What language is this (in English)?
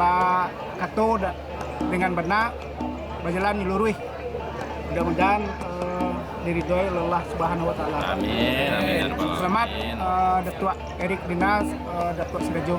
Minangkabau